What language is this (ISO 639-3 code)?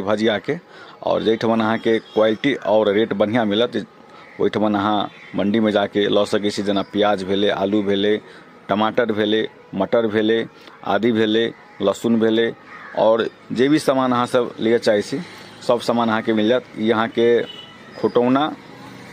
mai